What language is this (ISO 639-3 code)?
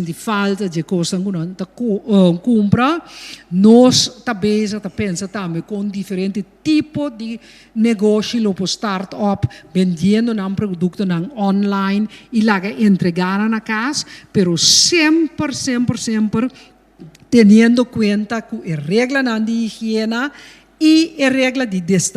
pap